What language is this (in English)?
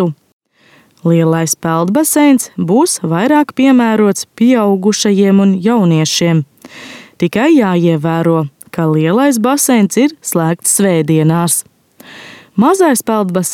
Latvian